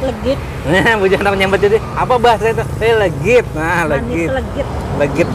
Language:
Banjar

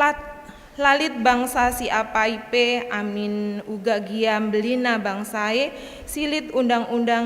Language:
Batak Karo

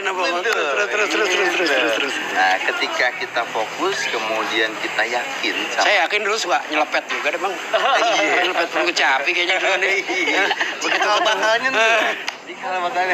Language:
Betawi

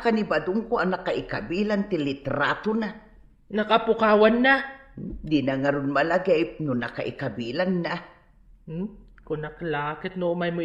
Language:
Iloko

